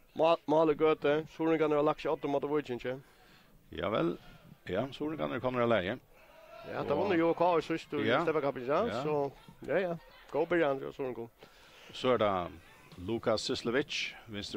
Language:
Faroese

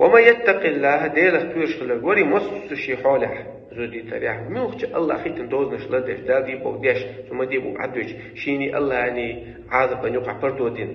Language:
Chechen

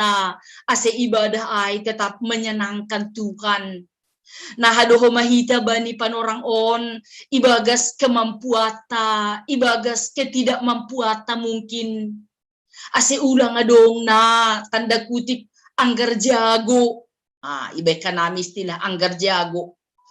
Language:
Batak Simalungun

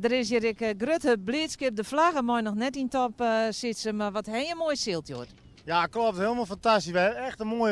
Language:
Western Frisian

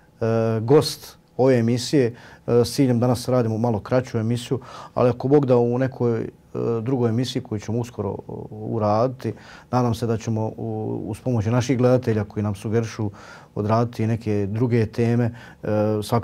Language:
Bosnian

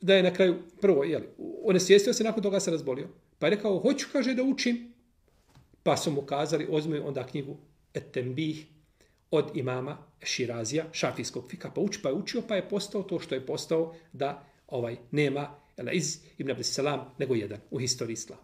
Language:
Bosnian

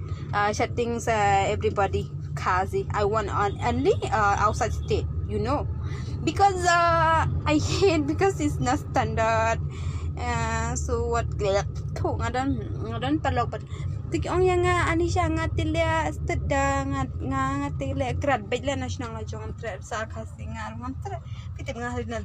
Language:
Khasi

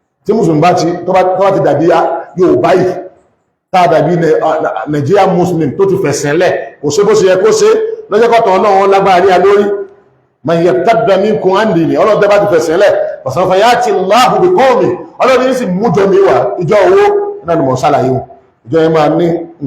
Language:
Yoruba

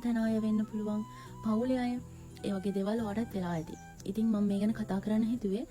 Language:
Sinhala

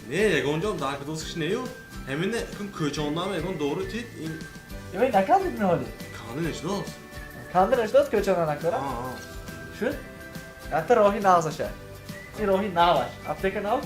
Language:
Tajik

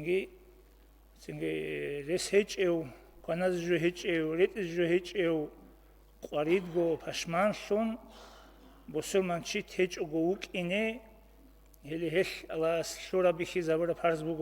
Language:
Avaric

